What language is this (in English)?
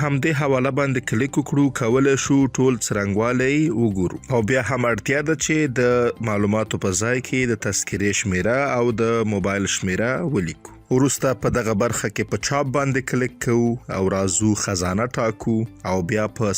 Pashto